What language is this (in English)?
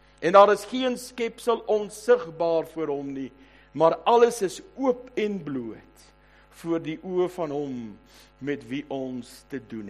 Afrikaans